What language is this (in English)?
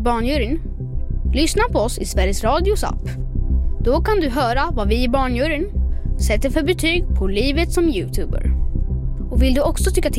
Swedish